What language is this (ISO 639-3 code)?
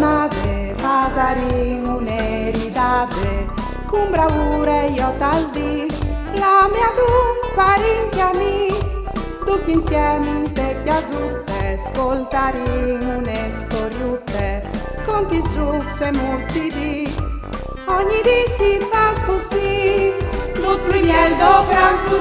fur